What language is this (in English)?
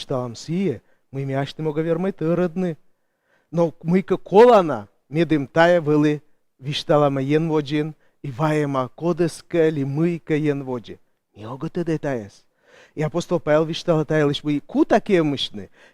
Komi